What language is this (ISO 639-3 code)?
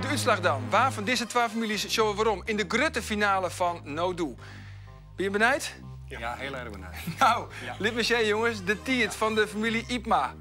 fry